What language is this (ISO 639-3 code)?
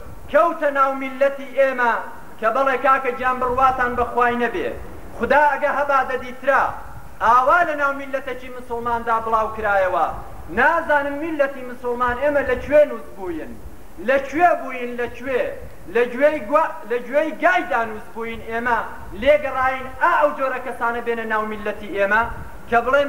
ckb